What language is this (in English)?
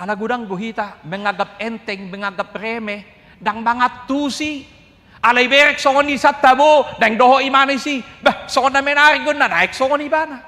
Batak Toba